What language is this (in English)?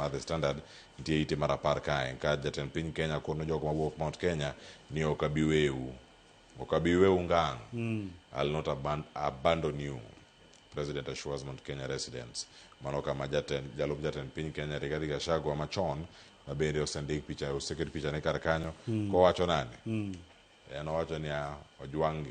Luo (Kenya and Tanzania)